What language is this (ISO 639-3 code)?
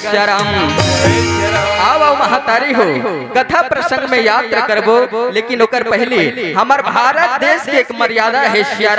hne